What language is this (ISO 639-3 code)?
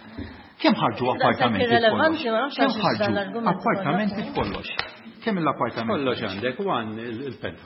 mlt